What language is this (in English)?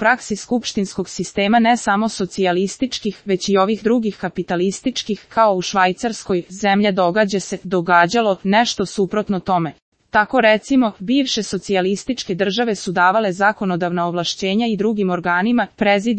Serbian